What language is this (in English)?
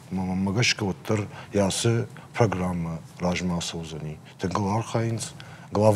Ossetic